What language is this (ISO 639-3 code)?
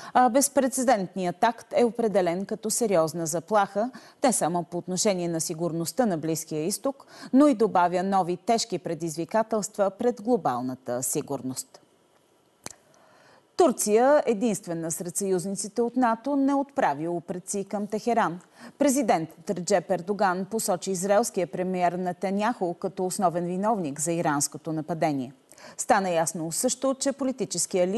bul